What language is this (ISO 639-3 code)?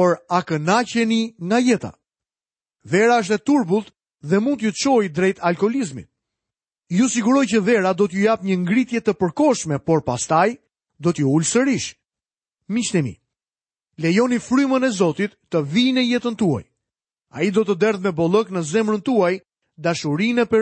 sqi